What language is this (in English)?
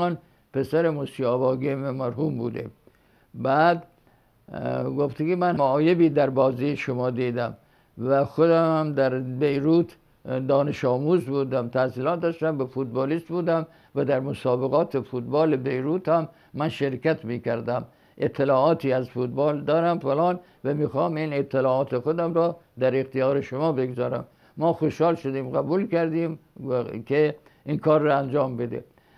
Persian